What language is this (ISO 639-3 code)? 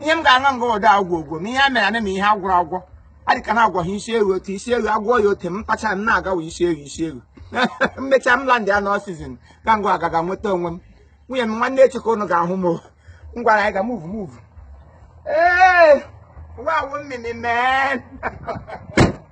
ibo